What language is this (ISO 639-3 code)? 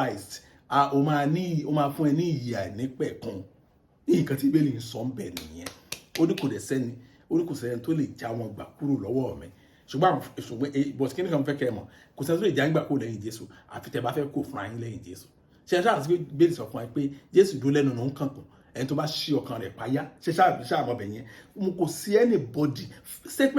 yor